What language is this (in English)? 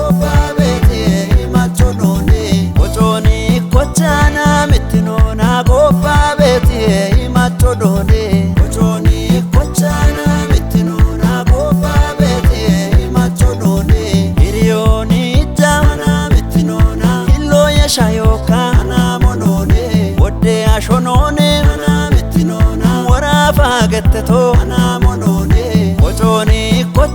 Kafa